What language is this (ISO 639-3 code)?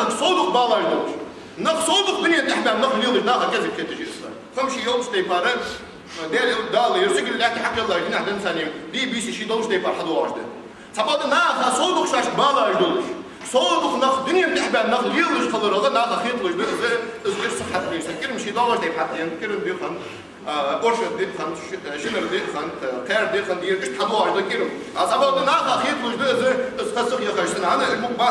inh